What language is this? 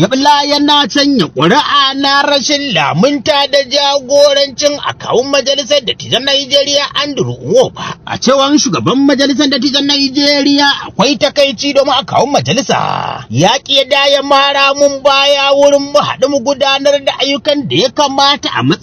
Hausa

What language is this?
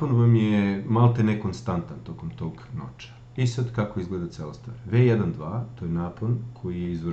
Serbian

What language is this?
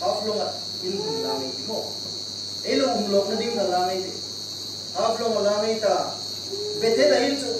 Hmar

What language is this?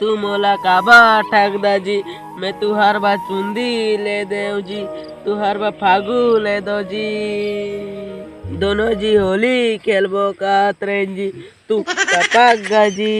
Chhattisgarhi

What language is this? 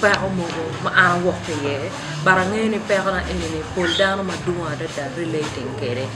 Acoli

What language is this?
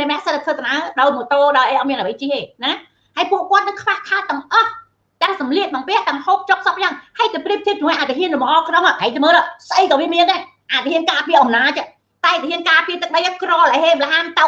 Khmer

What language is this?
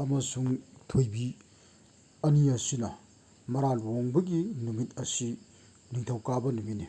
Manipuri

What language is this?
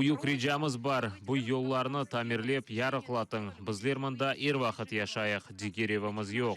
Crimean Tatar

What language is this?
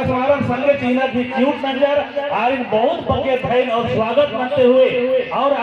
Kurukh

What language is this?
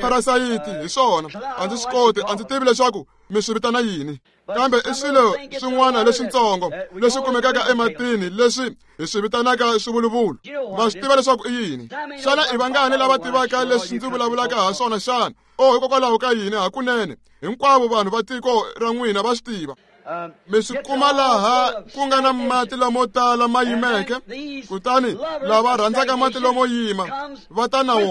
Tsonga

